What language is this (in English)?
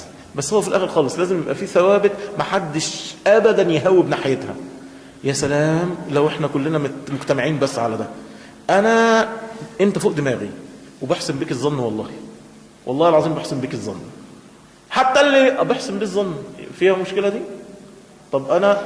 Egyptian Arabic